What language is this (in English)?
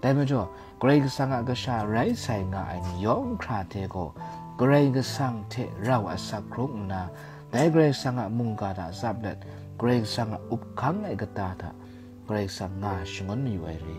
Kachin